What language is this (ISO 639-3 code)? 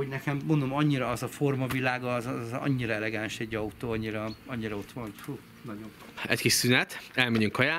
hun